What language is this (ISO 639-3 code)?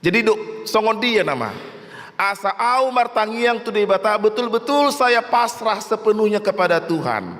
bbc